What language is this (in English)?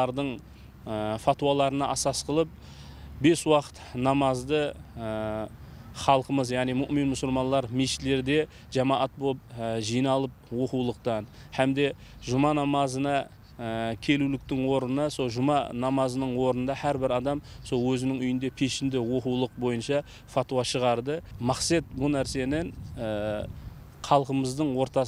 Kara-Kalpak